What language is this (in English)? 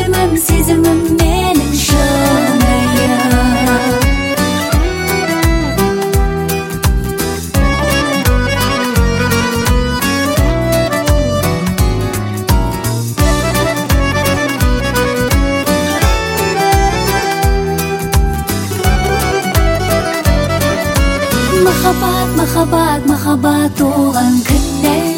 Kazakh